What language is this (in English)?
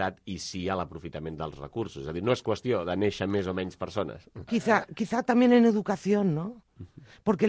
Catalan